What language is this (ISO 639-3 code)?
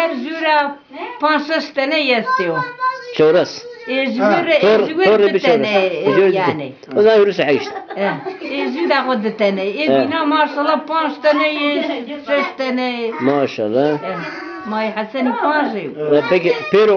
zza